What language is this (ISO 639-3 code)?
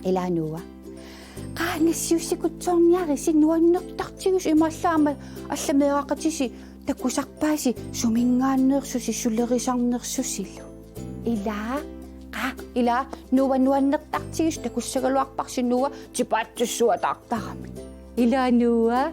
kal